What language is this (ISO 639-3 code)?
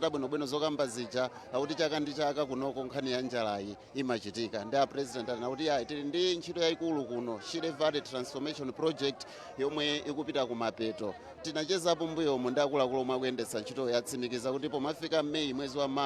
nya